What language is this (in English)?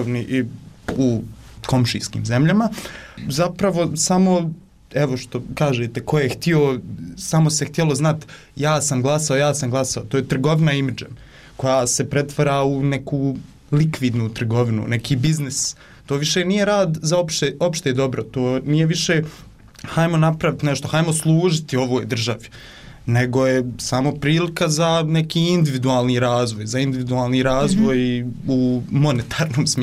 Bosnian